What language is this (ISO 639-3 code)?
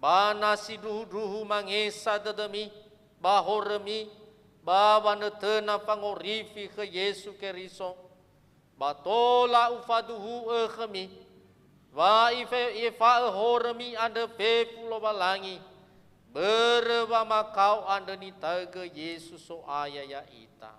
nia